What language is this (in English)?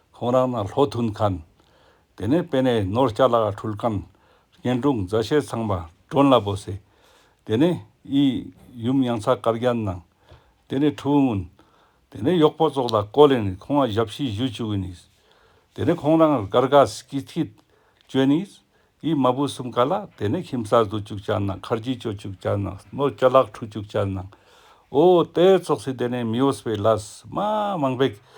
Ladakhi